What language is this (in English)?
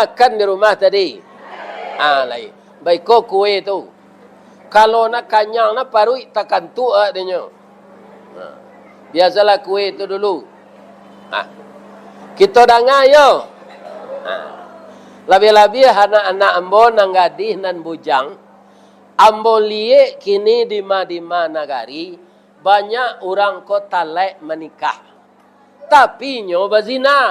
Minangkabau